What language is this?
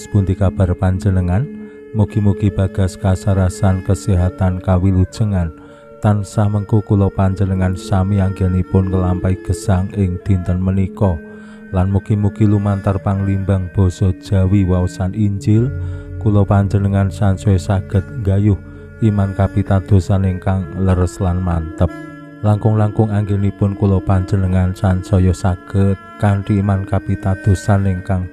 Javanese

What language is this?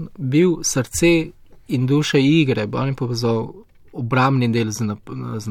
Slovenian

